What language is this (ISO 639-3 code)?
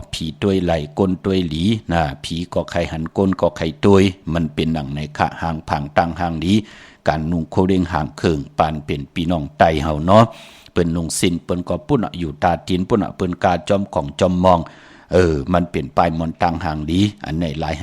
shn